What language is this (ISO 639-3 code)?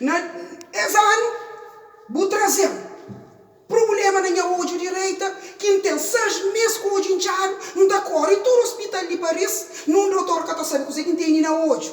kea